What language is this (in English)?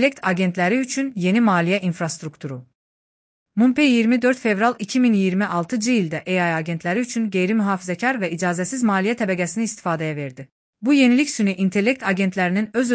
Azerbaijani